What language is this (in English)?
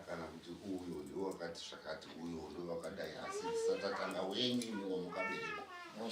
Shona